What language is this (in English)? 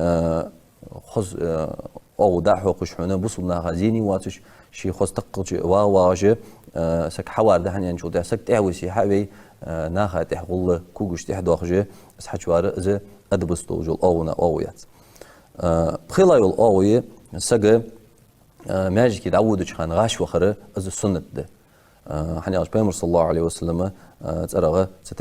Ingush